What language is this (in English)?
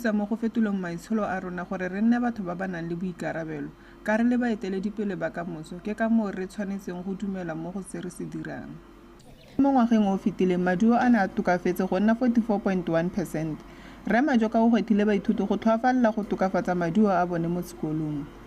Tswana